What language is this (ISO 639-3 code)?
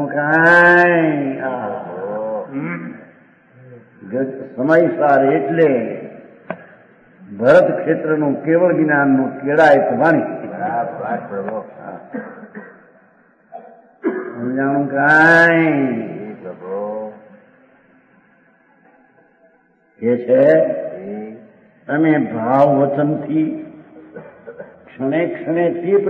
guj